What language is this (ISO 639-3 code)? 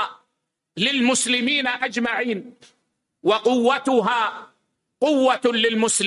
ara